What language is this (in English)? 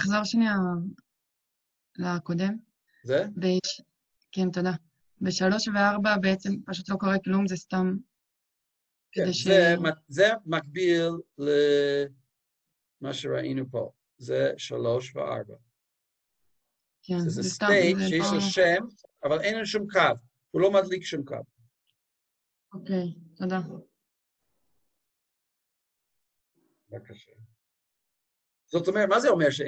Hebrew